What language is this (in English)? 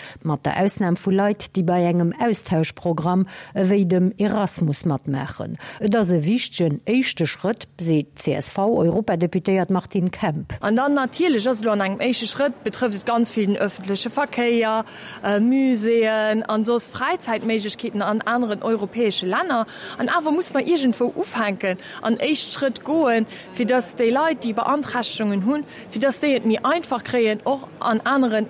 Luxembourgish